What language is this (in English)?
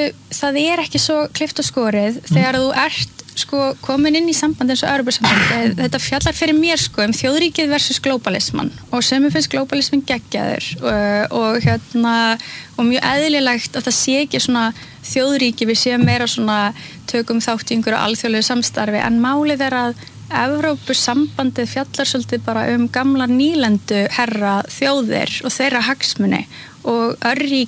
Icelandic